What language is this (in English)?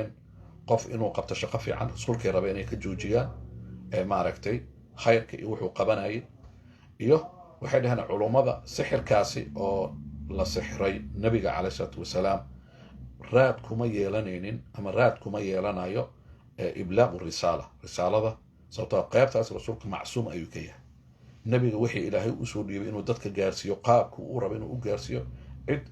Somali